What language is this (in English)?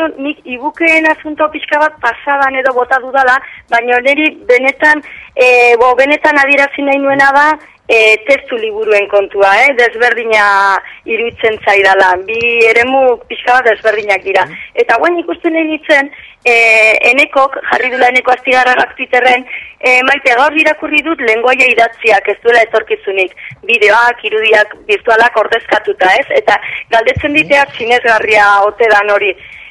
Basque